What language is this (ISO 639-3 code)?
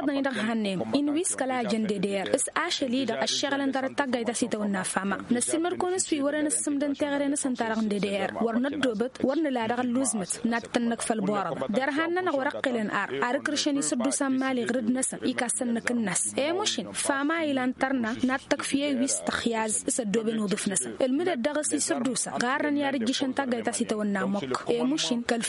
taq